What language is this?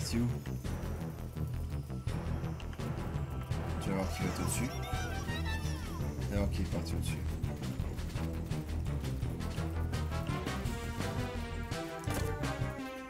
French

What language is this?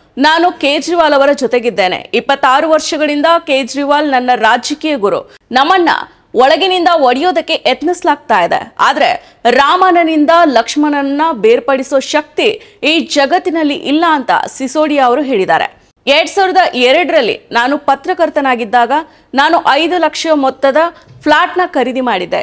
Kannada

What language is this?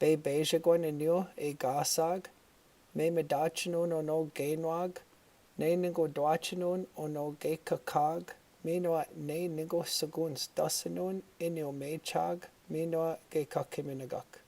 Chippewa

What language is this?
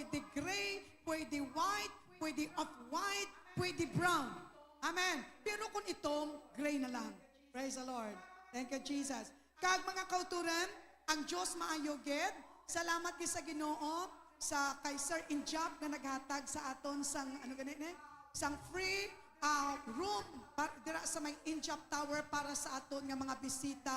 Hiligaynon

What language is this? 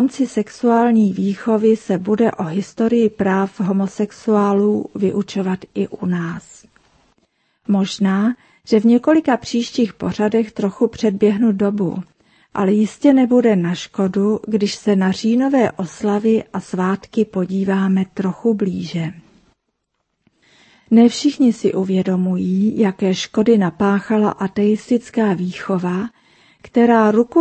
Czech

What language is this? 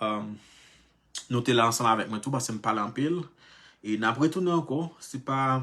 Haitian Creole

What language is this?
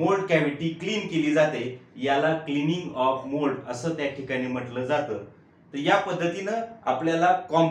Marathi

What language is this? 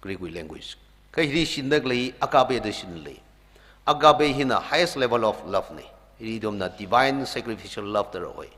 Tangkhul Naga (India)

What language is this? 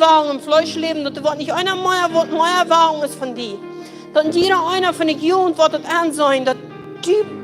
Plautdietsch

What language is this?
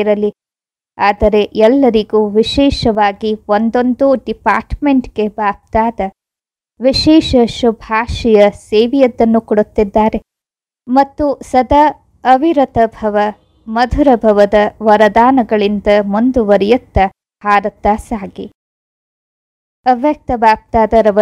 Kannada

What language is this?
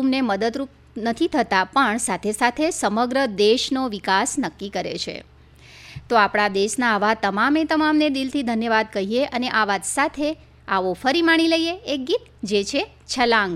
Gujarati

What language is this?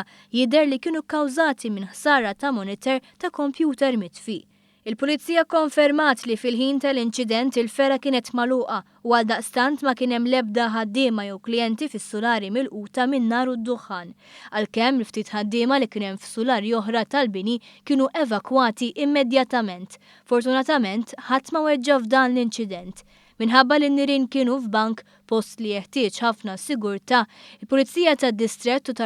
Maltese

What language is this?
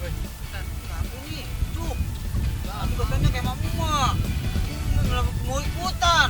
Betawi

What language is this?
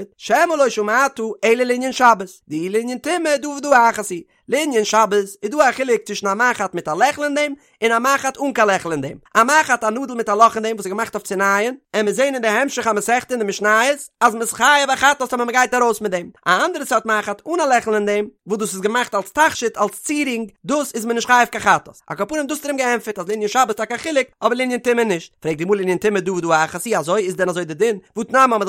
Yiddish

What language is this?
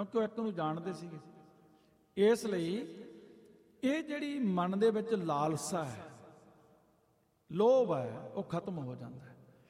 Punjabi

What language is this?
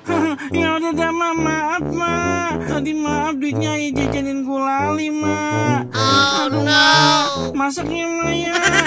Betawi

